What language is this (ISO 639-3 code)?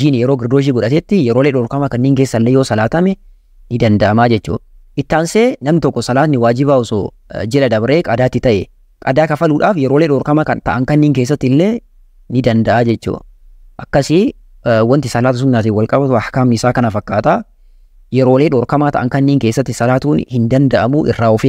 orm